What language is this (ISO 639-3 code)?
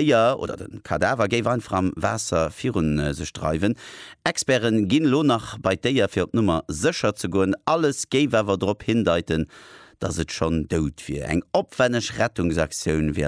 ltz